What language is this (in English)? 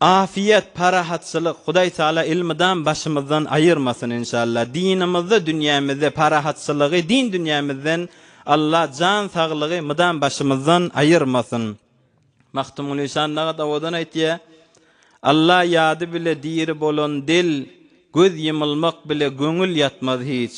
Turkmen